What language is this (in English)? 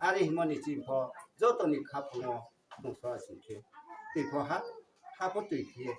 Riang (India)